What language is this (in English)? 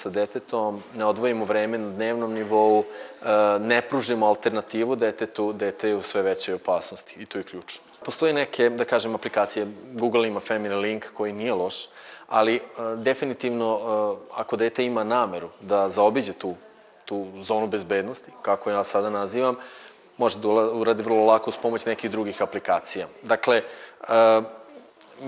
Serbian